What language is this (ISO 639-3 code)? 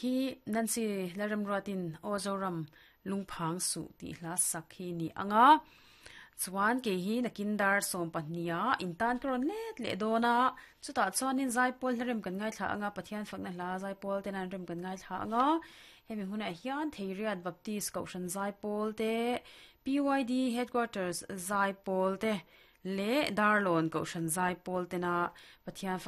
lus